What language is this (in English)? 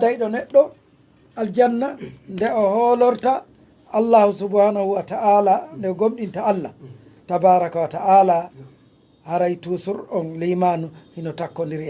Pular